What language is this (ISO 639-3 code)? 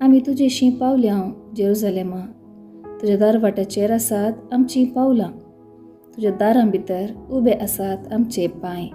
kok